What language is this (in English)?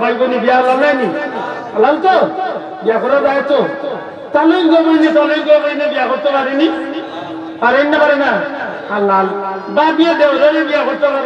Sylheti